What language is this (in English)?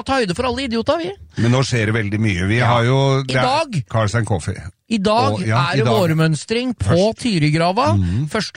Norwegian